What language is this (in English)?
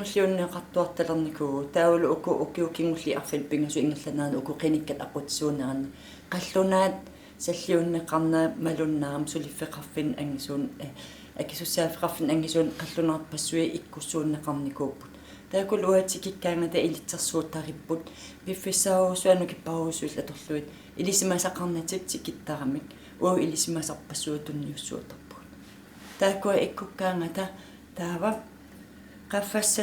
Kalaallisut